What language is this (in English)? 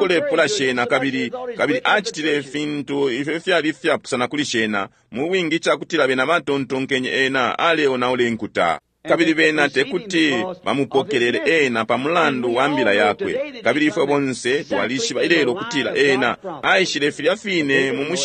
Bemba